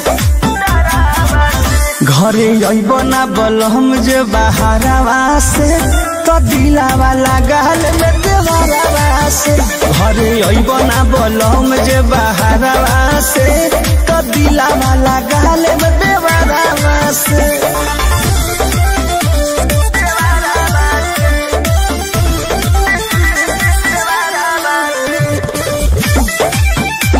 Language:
Bhojpuri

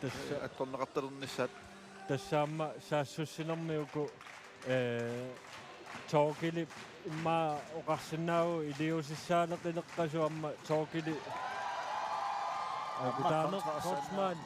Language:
Kalaallisut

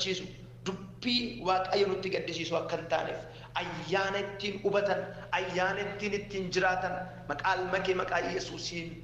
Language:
Oromo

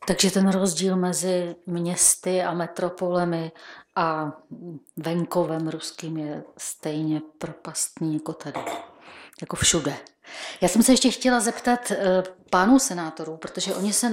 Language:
Czech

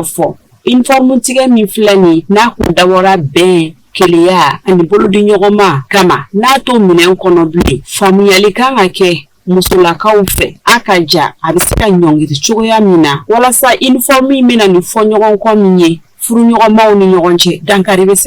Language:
Bambara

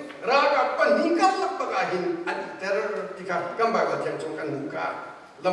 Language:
Hakha Chin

